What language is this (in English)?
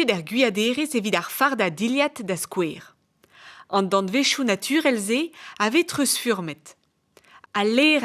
Breton